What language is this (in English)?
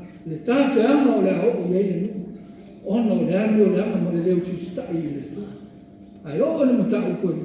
Samoan